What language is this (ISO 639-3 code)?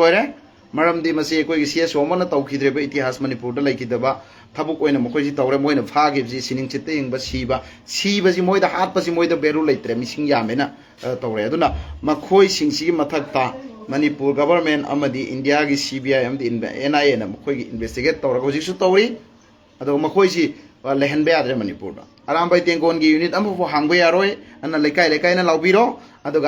mni